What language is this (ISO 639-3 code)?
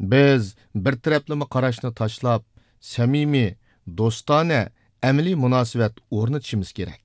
uig